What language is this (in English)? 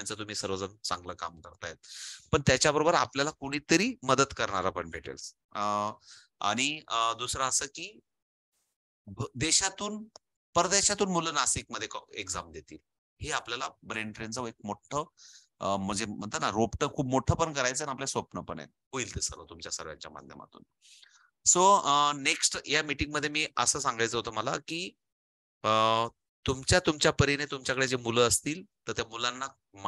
Marathi